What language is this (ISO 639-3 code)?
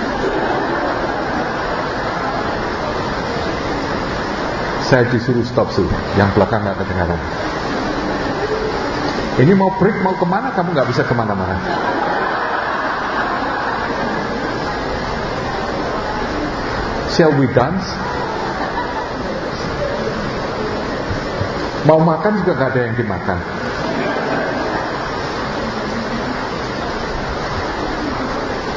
ind